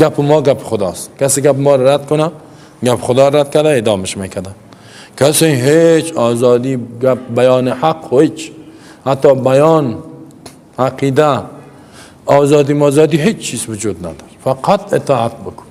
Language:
Persian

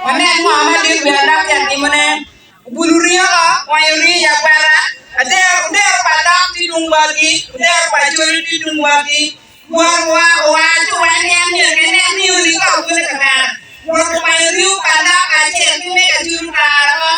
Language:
Acoli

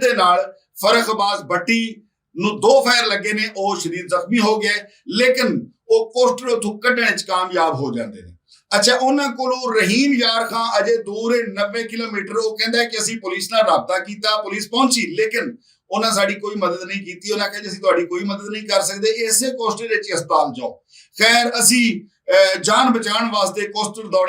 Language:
Western Panjabi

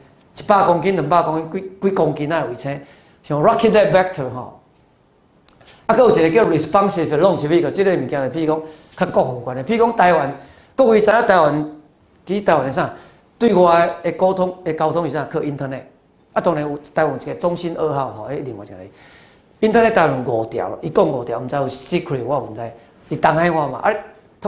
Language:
Min Nan Chinese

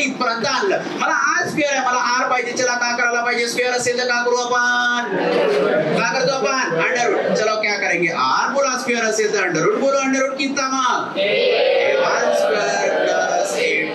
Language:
Marathi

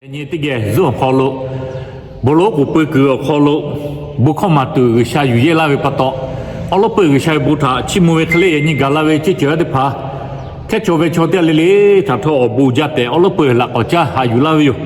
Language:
Lahu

